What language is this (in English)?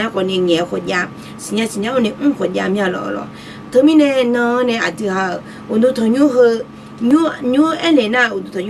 Akha